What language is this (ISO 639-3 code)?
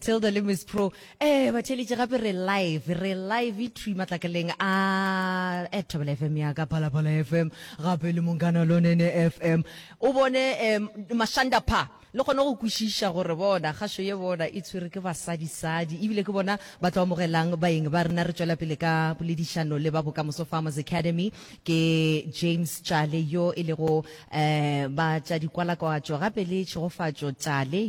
nso